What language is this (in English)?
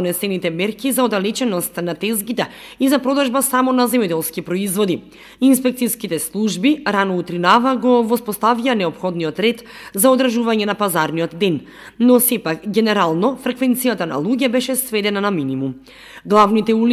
Macedonian